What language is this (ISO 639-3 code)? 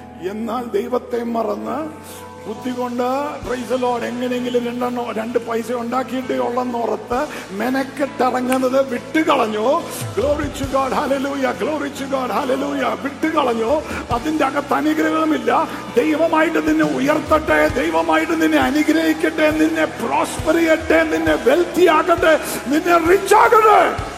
mal